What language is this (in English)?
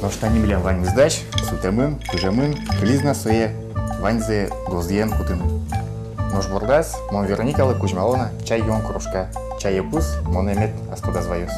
Udmurt